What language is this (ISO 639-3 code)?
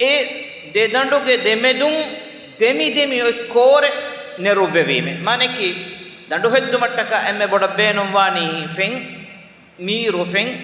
div